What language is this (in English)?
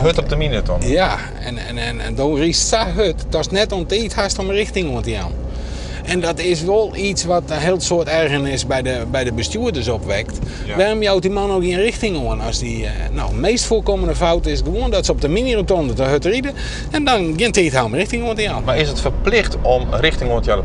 Western Frisian